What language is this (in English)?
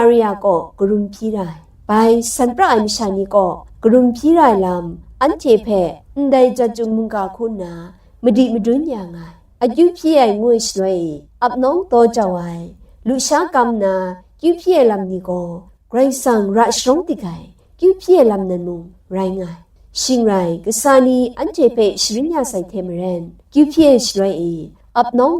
Kachin